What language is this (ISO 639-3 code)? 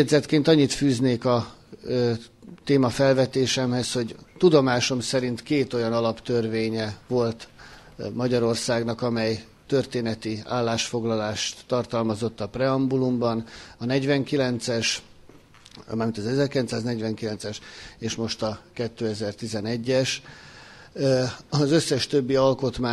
hun